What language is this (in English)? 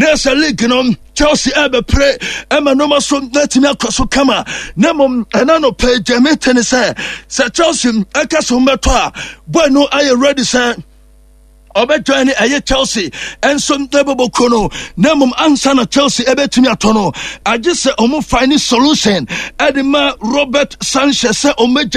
Akan